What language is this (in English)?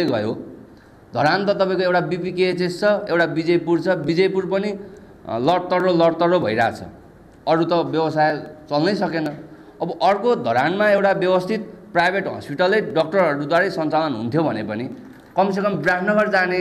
Nepali